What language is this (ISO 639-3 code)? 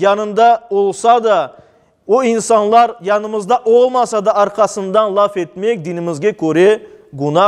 crh